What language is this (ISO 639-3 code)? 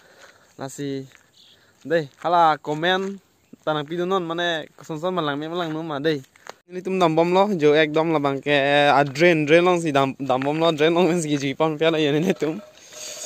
mjw